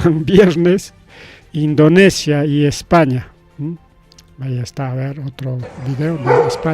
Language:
Ayacucho Quechua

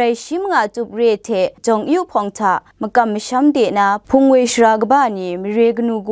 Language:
Kachin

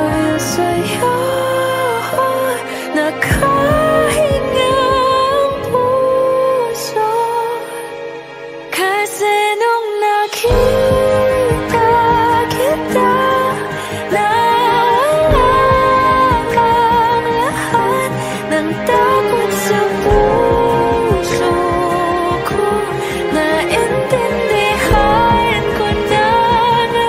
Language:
Filipino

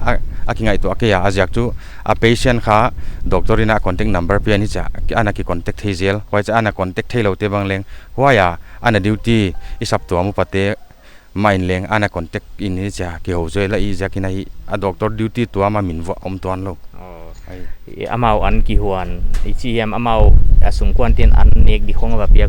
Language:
Paite Chin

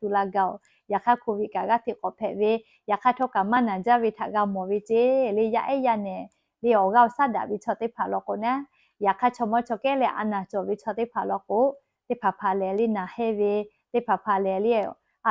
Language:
Lahu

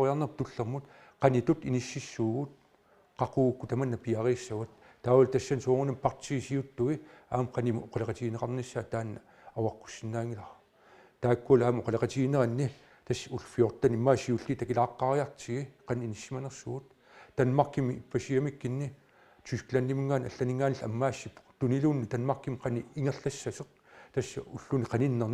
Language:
Kalaallisut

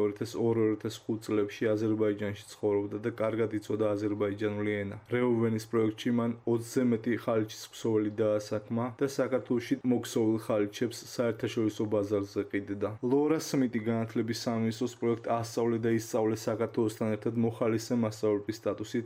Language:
Georgian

